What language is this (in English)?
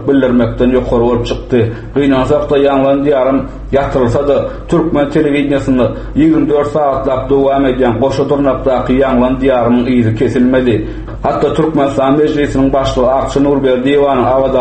Turkmen